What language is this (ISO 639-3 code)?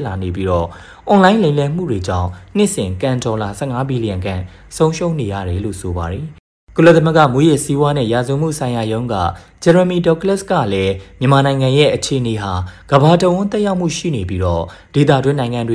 mya